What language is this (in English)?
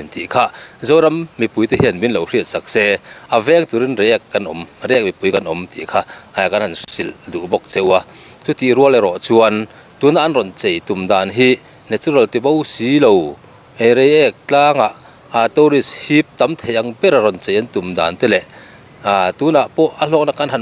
Mizo